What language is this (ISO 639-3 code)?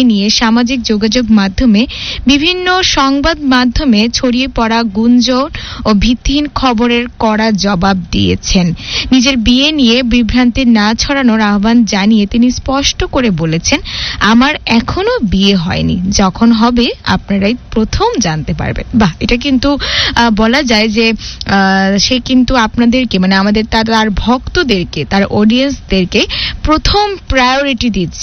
ben